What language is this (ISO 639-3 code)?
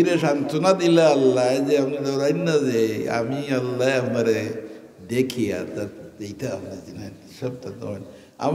syl